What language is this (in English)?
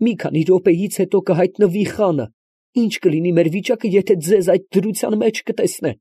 Armenian